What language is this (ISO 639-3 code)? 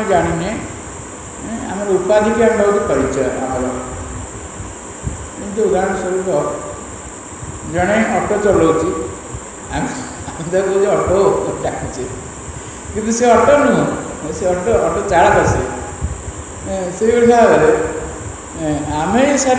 ori